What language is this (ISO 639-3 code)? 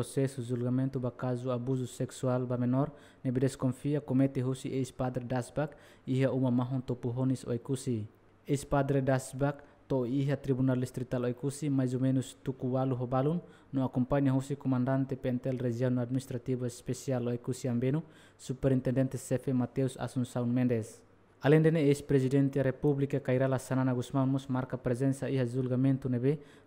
tet